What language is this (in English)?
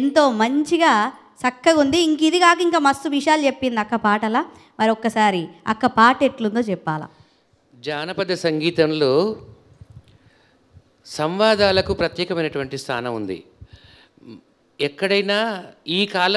Telugu